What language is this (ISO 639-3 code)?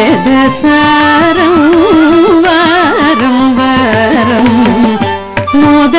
tel